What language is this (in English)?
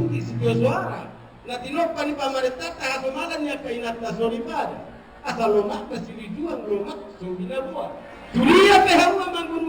Batak Toba